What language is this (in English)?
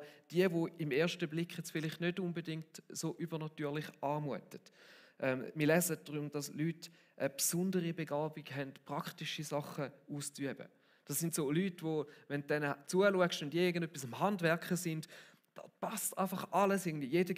Swiss German